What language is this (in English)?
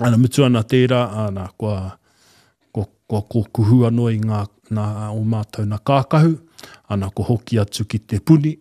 Māori